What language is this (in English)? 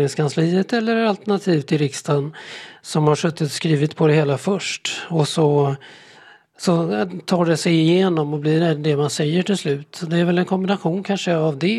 Swedish